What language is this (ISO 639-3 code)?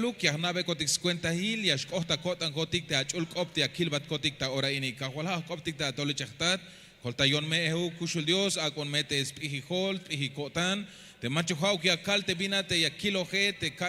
tzh